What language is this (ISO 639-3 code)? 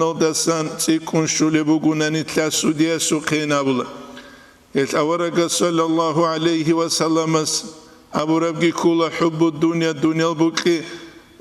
ava